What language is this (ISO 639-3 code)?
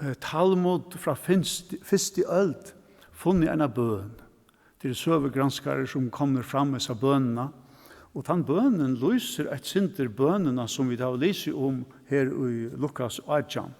fao